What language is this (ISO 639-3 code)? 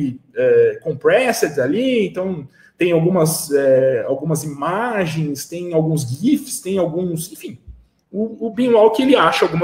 por